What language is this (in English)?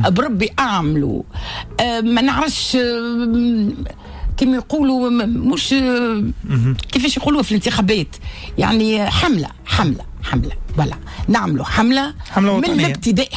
Tunisian Arabic